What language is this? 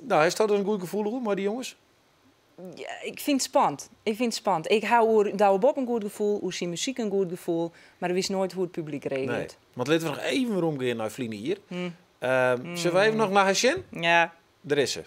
Western Frisian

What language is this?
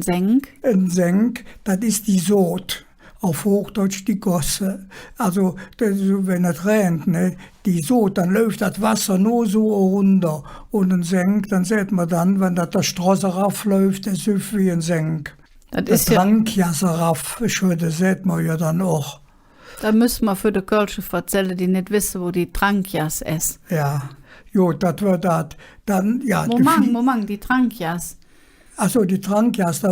Colognian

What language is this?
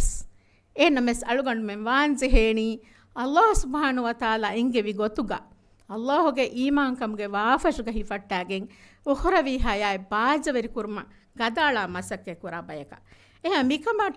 Divehi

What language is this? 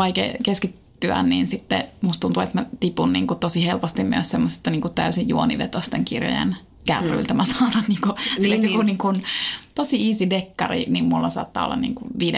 Finnish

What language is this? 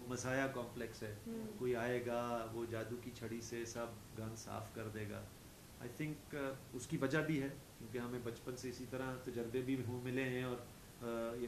Urdu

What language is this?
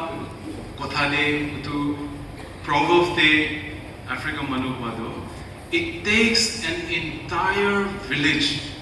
Naga Pidgin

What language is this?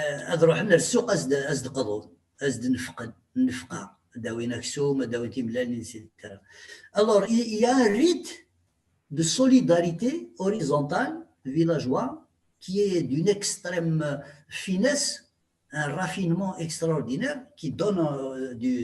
Kabyle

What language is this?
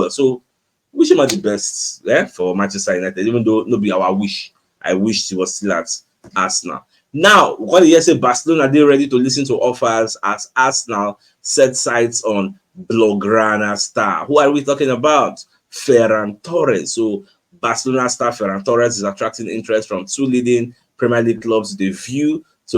Nigerian Pidgin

